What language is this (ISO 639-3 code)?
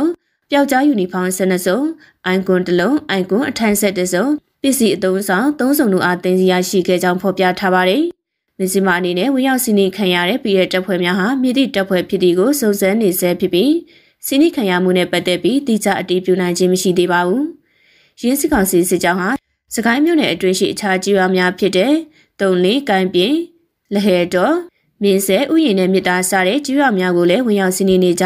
mya